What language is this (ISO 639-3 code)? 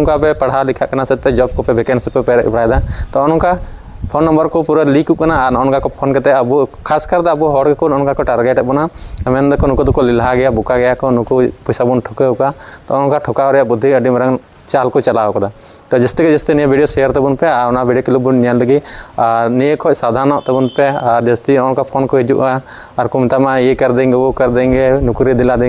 sat